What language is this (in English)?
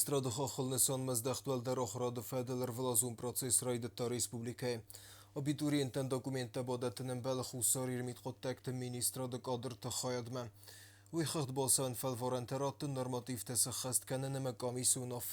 Ossetic